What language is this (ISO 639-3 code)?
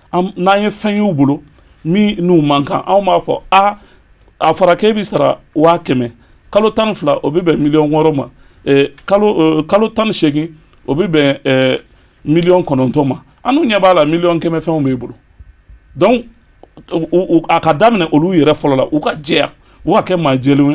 bam